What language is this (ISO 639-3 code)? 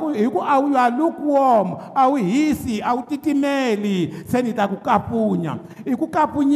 tso